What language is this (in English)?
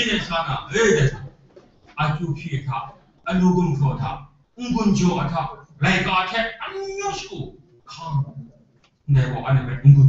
Kachin